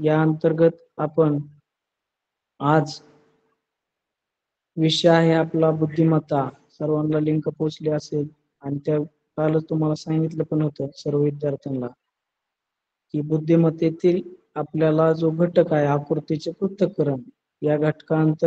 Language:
Marathi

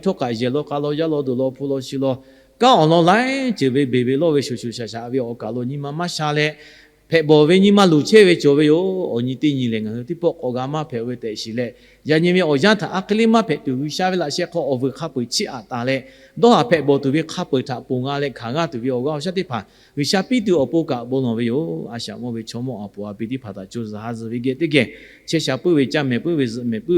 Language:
Lahu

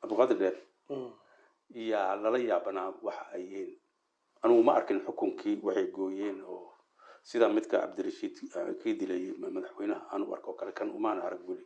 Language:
Somali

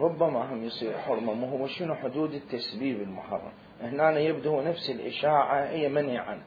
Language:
Mesopotamian Arabic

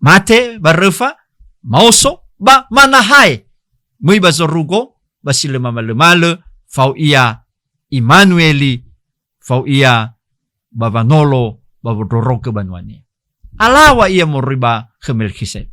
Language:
Nias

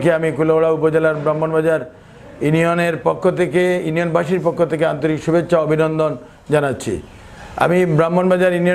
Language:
Sylheti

